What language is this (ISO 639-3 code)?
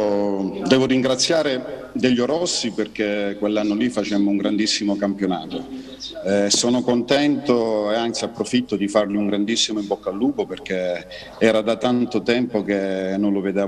ita